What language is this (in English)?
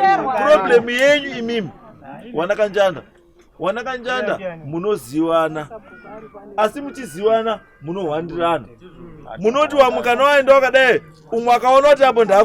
Shona